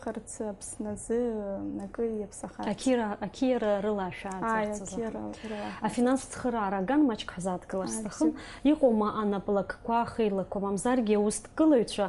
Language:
Abkhazian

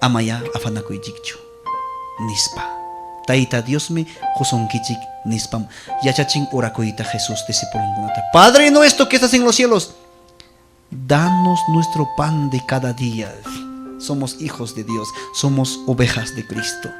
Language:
Ayacucho Quechua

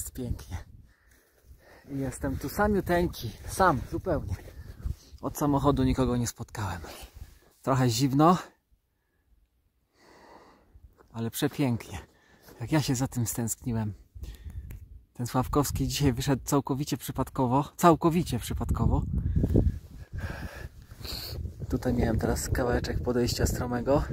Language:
Polish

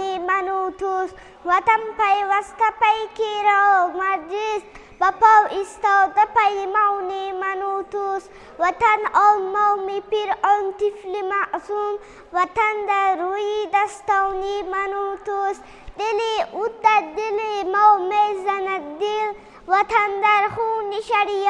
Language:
Tajik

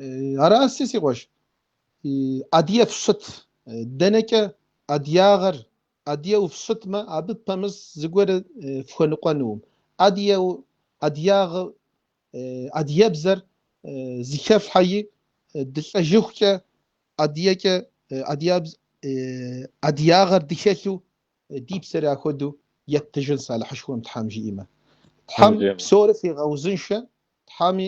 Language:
Kabardian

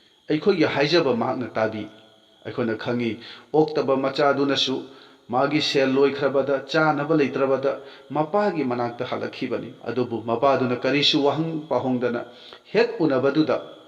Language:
Manipuri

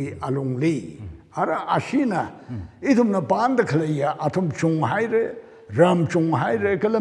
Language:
Tangkhul Naga (India)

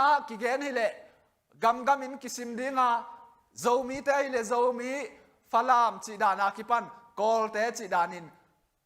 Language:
Tedim Chin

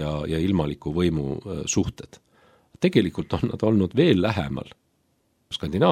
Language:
Estonian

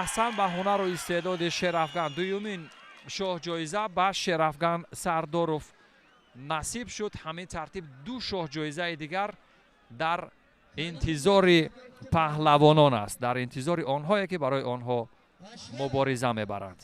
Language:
Tajik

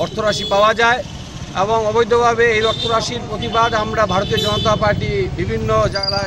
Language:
Bangla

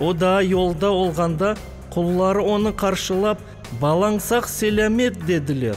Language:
Crimean Tatar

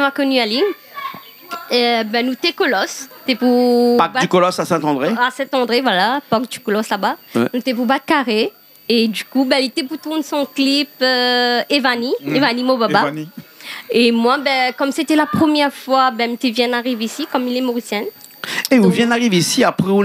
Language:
Réunion Creole French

